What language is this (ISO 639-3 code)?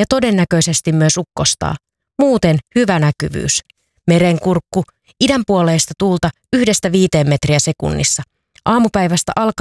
fin